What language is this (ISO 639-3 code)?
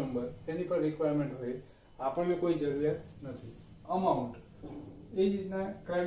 guj